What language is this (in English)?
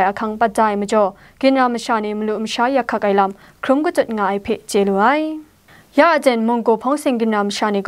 Kachin